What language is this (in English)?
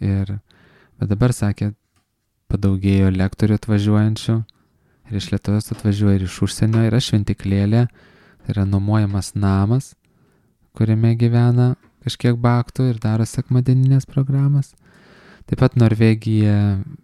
Lithuanian